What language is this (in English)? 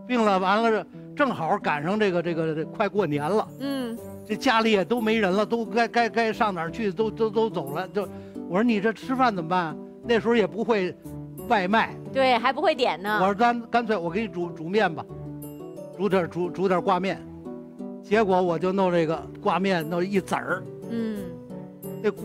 Chinese